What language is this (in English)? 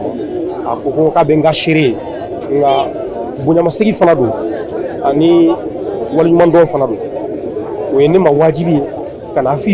Bambara